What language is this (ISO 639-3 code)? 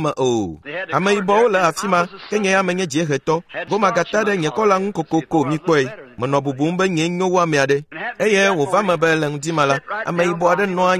ewe